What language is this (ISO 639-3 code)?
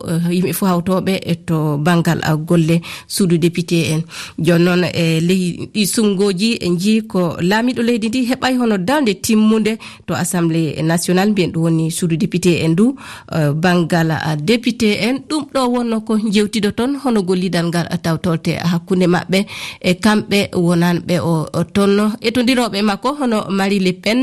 ful